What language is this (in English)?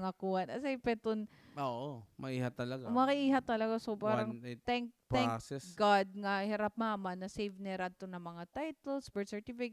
Waray